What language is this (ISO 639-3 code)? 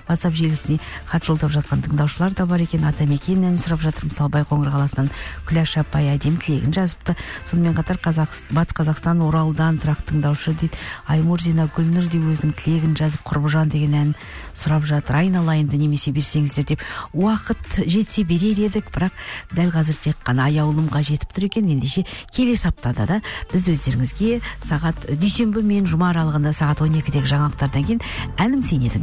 kaz